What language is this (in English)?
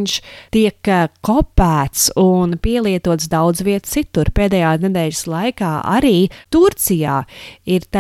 Latvian